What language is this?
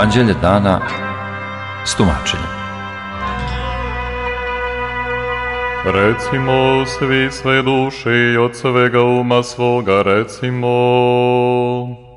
Serbian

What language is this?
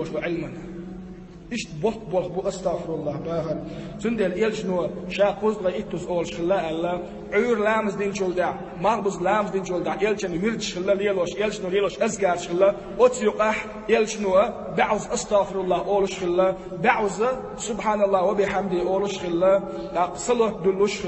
Chechen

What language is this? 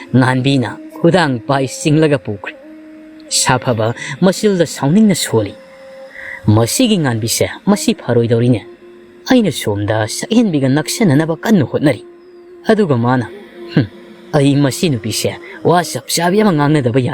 Manipuri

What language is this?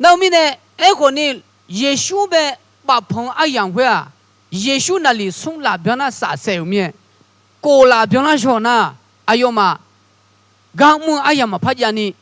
Akha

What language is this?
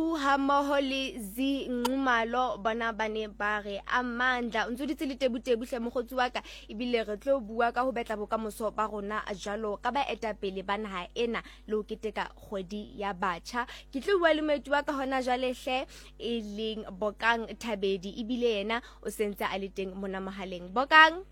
Southern Sotho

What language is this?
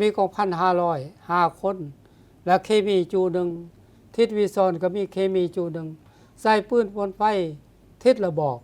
Lao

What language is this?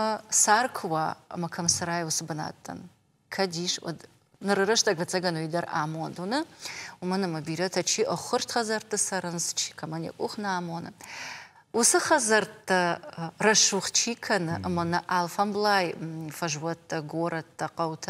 Ossetic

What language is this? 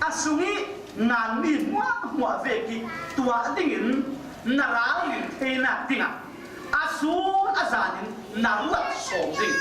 Falam Chin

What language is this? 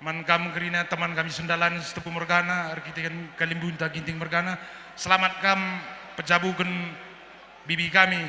Batak Karo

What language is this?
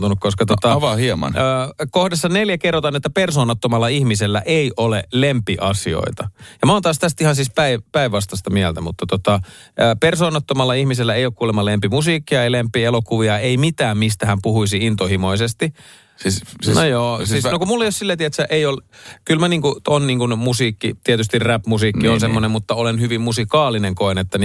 Finnish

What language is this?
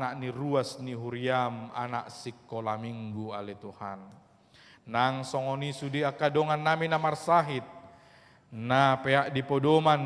Batak Toba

